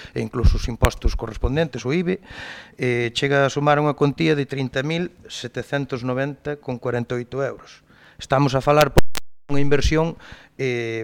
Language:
Galician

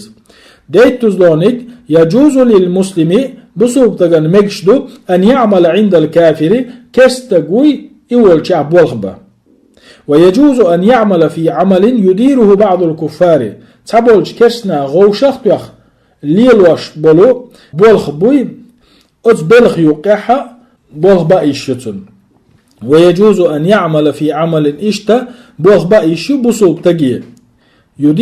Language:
Chechen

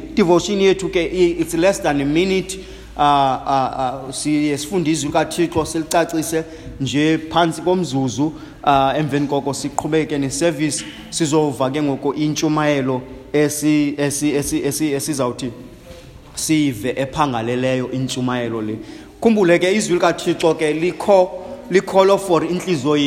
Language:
Xhosa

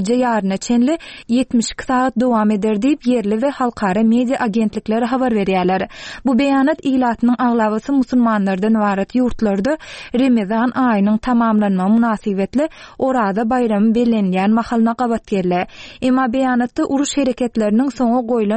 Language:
Turkmen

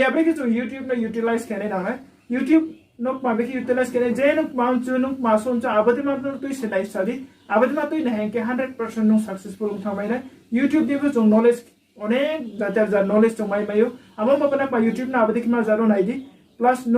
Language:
Riang (India)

